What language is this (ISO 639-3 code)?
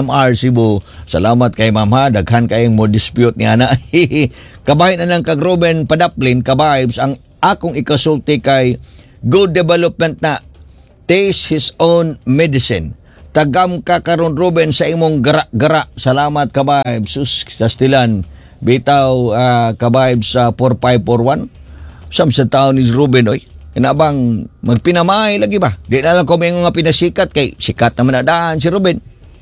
ceb